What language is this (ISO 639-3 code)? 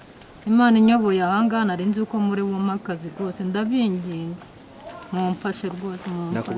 kin